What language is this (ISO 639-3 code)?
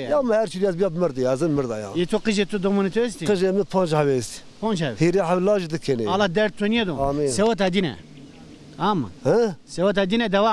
zza